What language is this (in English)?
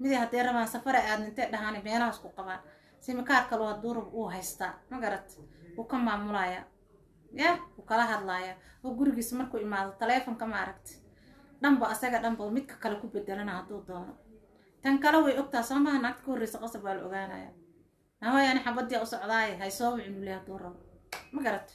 Somali